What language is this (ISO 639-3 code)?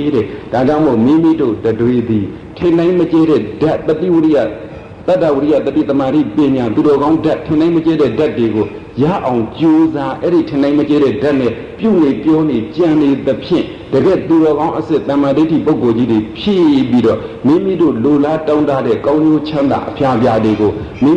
mya